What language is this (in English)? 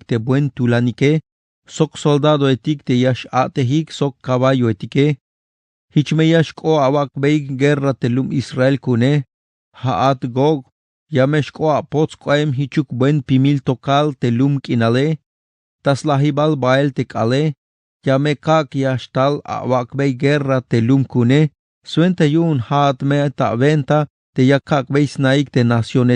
Tzeltal